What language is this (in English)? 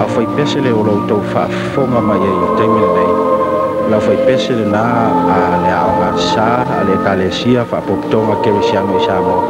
Samoan